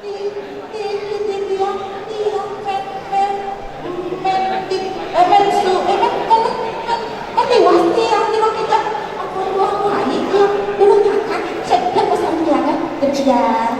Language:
Balinese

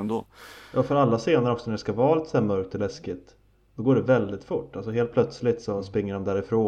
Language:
Swedish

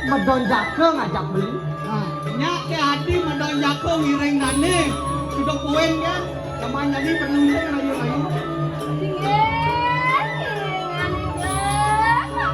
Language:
Balinese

